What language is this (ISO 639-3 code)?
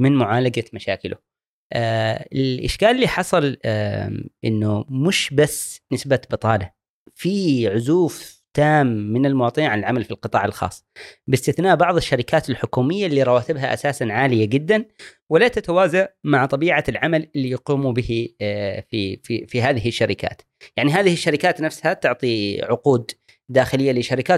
afb